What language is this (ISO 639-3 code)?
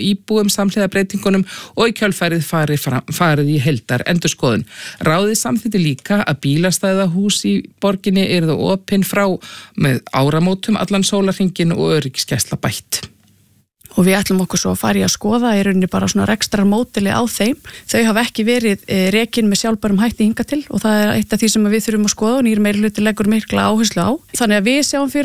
isl